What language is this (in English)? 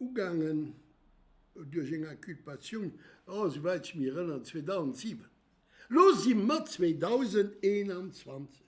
Luxembourgish